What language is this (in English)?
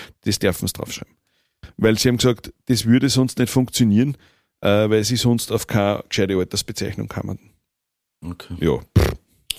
German